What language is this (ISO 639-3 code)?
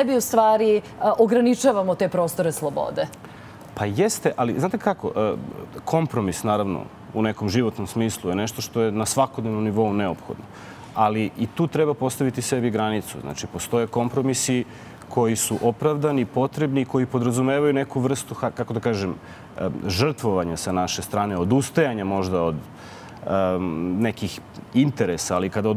srp